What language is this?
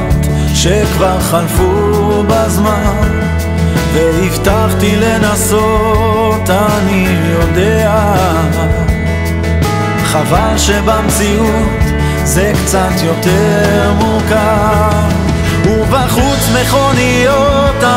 Hebrew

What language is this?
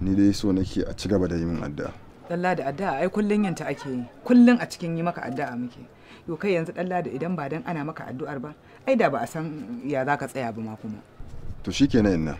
Hausa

